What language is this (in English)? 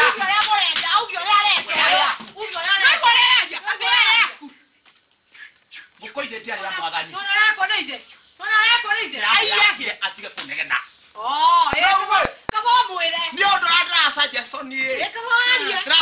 Kikuyu